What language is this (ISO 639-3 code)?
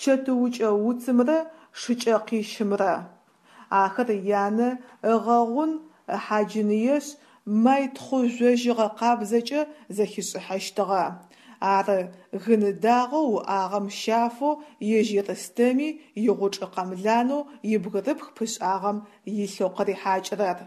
ady